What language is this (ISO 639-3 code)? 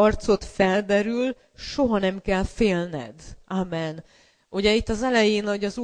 hun